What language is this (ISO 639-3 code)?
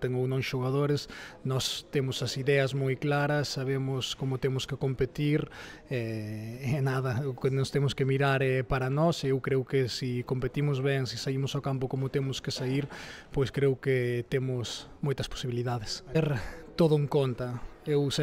glg